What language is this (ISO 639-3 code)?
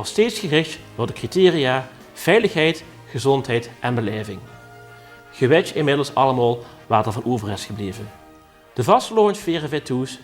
lim